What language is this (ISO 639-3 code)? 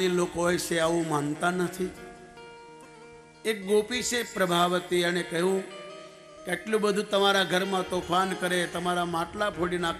guj